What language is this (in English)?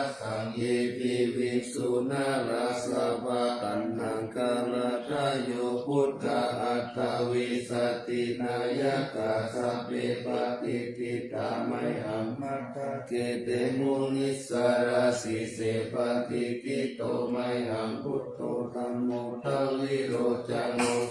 Pali